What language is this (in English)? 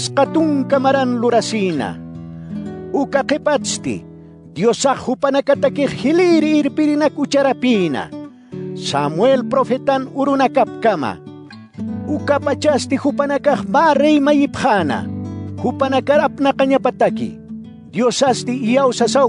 Aymara